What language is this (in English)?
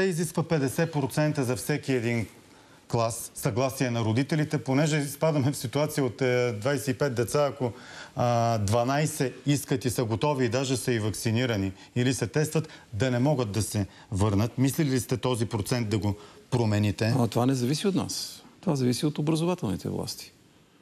Bulgarian